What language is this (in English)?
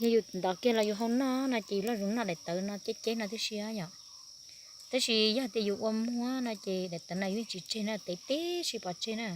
Hmong